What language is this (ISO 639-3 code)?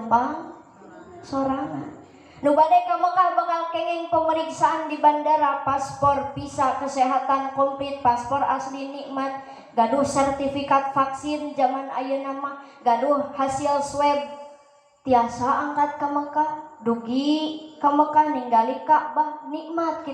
sun